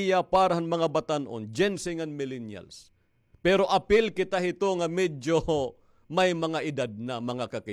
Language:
Waray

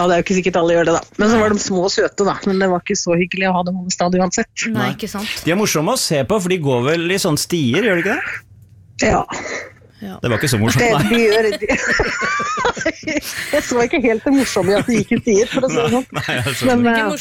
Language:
Norwegian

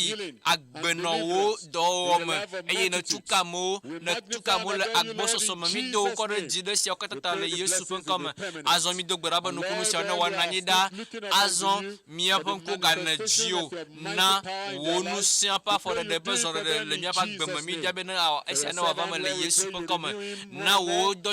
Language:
Ewe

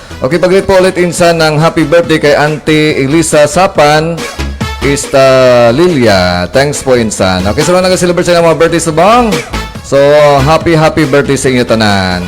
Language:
Hiligaynon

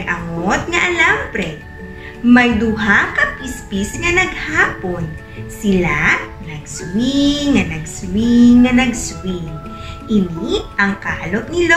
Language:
Hiligaynon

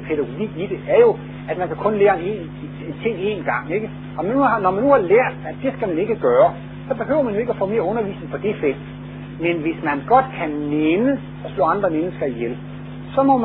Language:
Danish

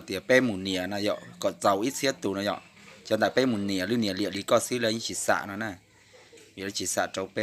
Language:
Hmong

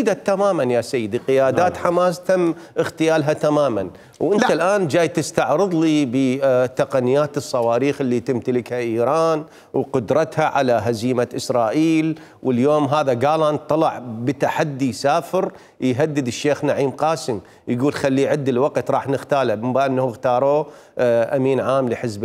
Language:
Mesopotamian Arabic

